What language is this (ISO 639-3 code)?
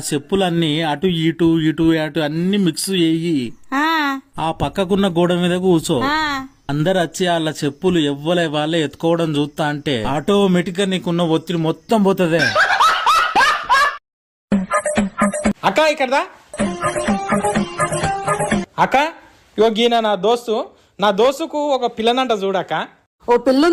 tel